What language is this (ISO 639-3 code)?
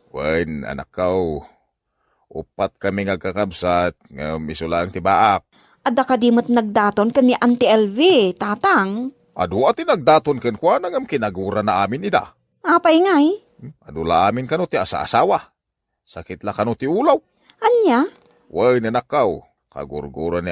ilo